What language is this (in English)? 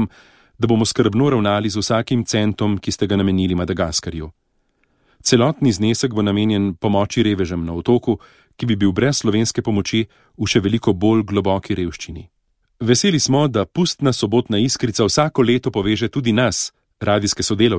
Slovenian